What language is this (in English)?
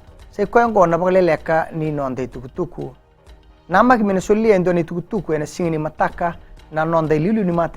Fijian